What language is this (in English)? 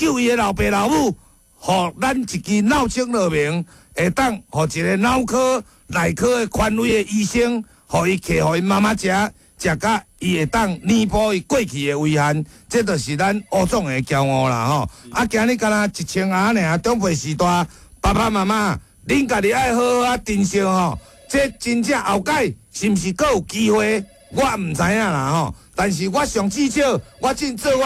Min Nan Chinese